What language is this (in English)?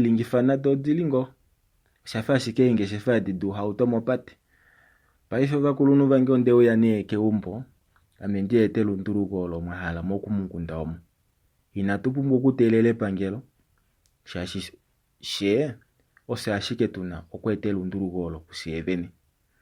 Kuanyama